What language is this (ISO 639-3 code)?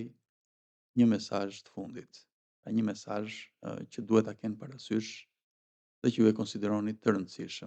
sqi